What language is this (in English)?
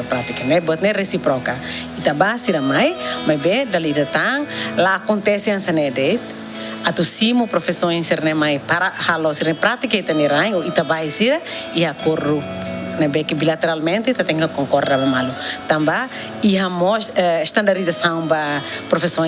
Tetum